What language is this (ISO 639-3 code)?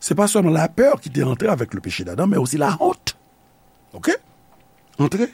hat